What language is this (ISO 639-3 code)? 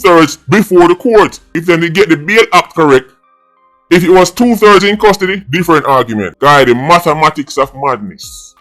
jam